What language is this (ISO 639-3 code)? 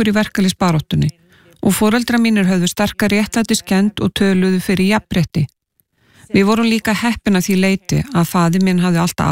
isl